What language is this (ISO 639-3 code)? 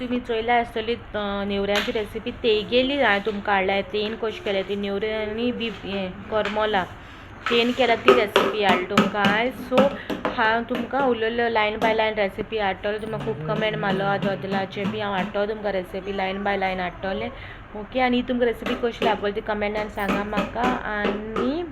kok